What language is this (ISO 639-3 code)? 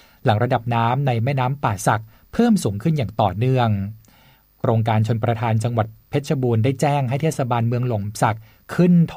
tha